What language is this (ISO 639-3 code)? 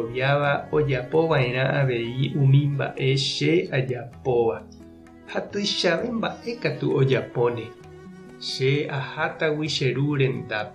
grn